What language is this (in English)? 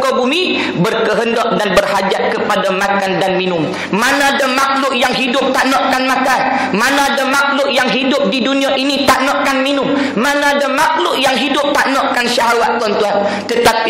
Malay